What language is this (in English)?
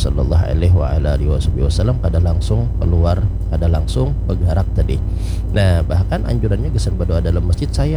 Banjar